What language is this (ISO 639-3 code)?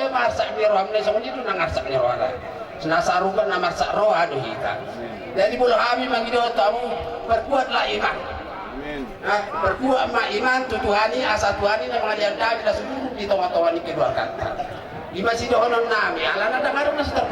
bbc